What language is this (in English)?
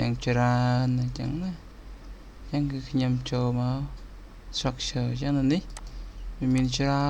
Khmer